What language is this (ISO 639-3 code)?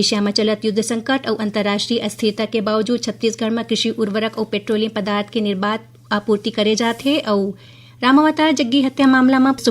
hne